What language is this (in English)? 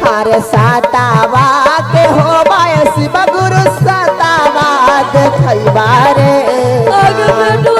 Magahi